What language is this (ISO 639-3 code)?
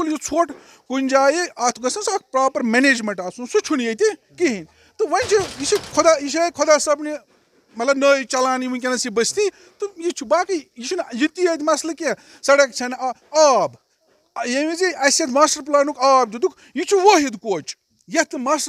kas